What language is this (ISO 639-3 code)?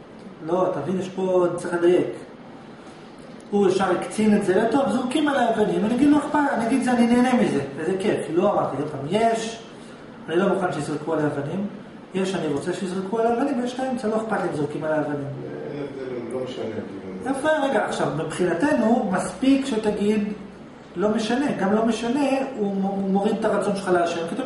heb